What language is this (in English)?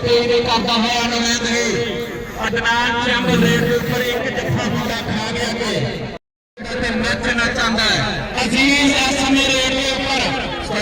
Saraiki